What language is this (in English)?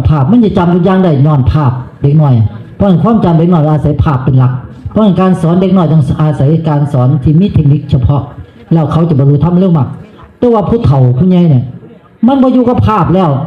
Northeastern Thai